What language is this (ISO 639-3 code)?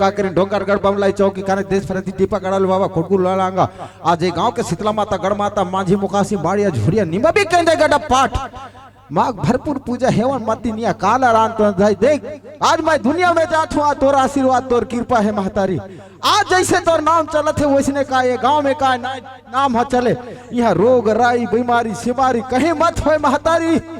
hne